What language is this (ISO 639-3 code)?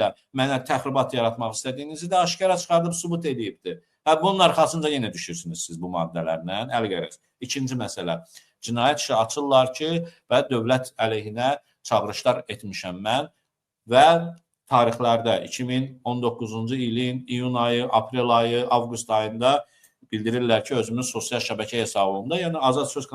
aze